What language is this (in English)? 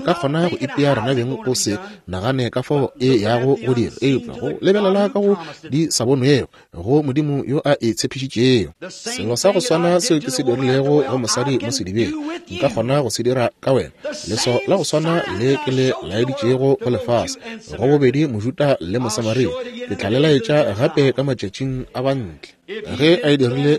Northern Sotho